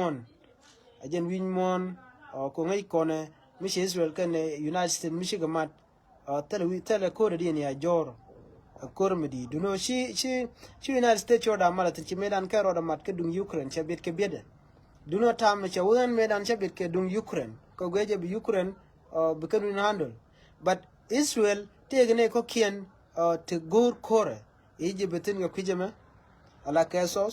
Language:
Nuer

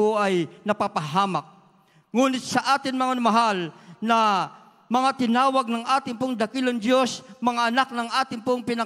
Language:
Filipino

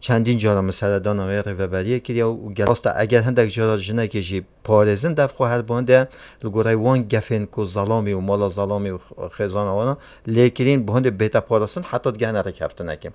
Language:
Kurdish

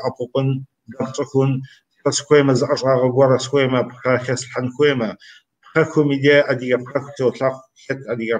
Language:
Kabardian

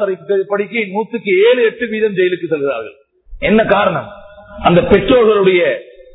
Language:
Tamil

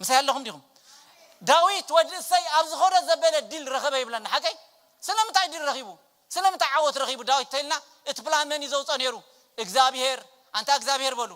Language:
Tigrinya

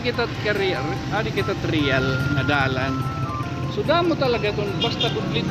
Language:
Waray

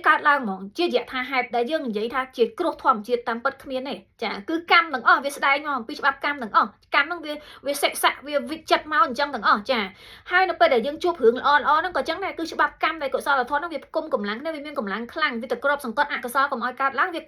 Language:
Khmer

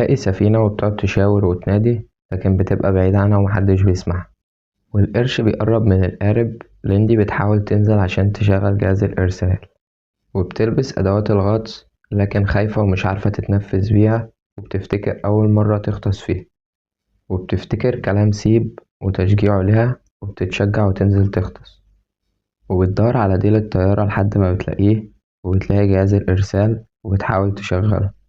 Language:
Egyptian Arabic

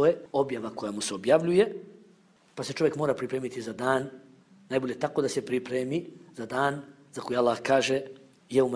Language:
Bosnian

